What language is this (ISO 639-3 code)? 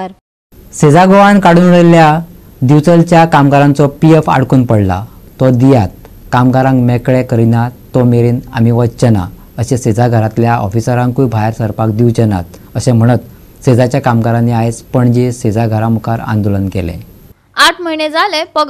kok